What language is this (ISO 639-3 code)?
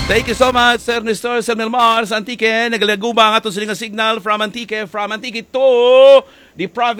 hil